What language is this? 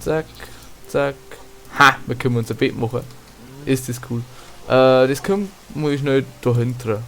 Bavarian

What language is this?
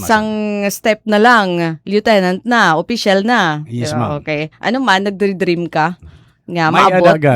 Waray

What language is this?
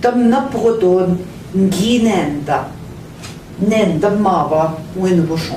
Central Ojibwa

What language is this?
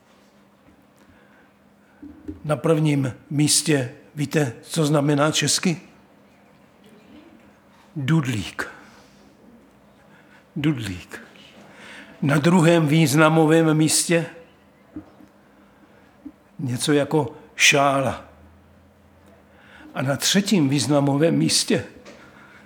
Czech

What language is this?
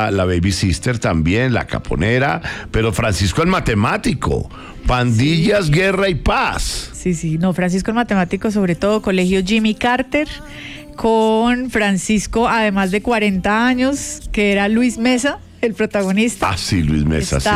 Spanish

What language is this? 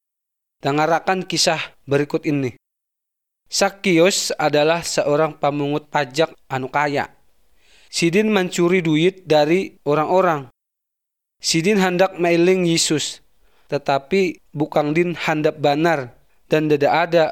Indonesian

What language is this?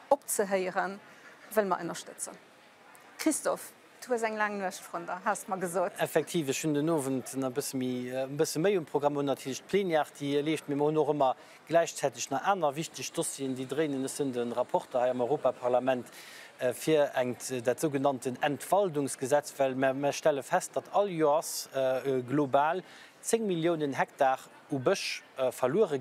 Luxembourgish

